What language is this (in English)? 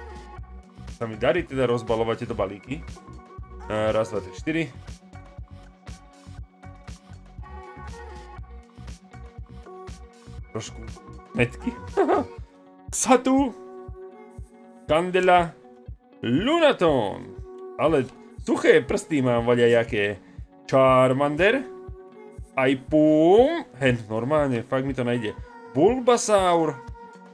Slovak